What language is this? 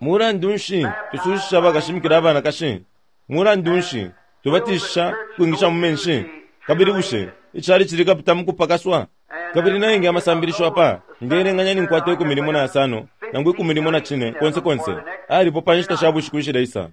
Bemba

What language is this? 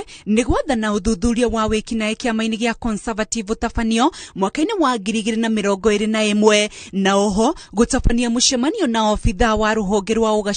Kikuyu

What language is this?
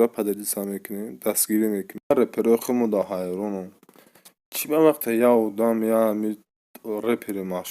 Tajik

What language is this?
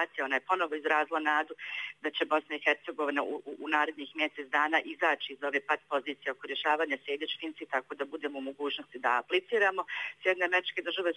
Bosnian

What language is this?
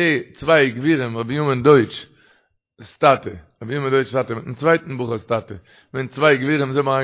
Yiddish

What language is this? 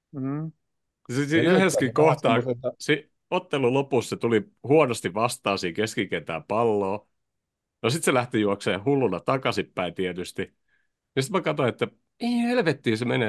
Finnish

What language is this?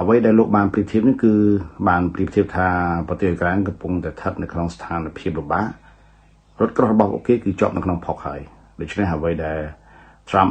Khmer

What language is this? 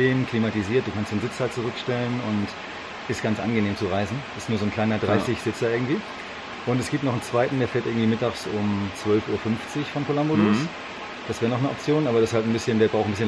German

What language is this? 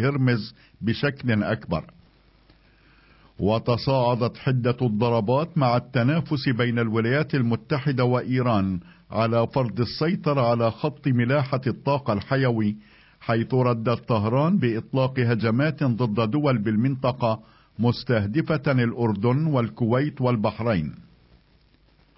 Arabic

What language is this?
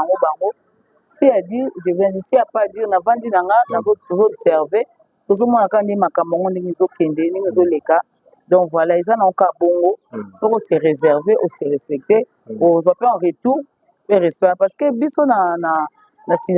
Lingala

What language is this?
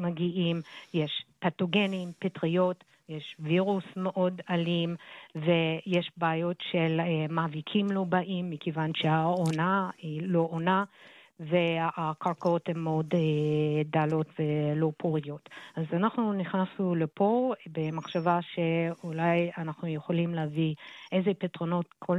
Hebrew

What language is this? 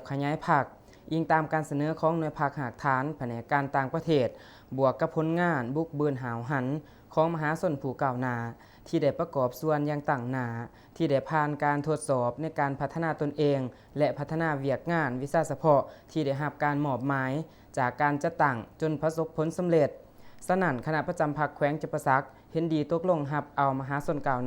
Lao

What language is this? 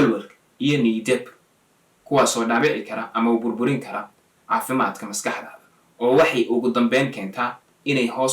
Somali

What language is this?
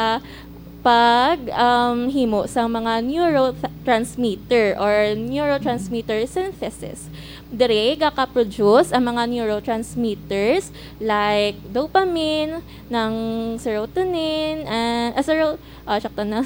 Hiligaynon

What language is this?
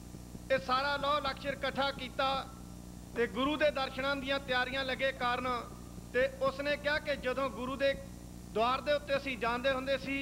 Punjabi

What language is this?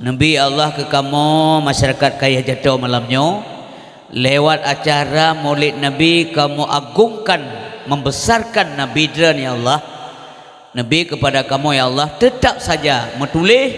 Achinese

